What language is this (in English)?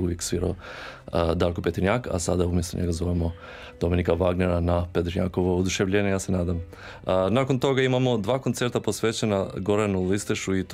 Croatian